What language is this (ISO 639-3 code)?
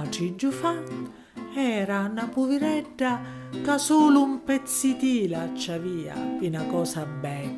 scn